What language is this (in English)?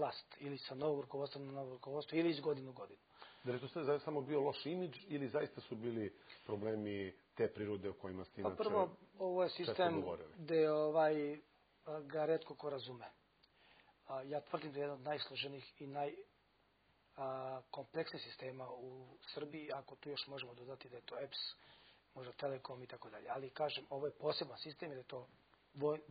Serbian